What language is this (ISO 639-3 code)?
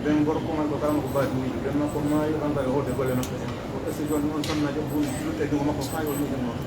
fuf